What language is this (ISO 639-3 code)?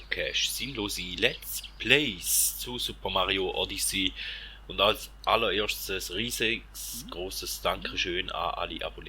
gsw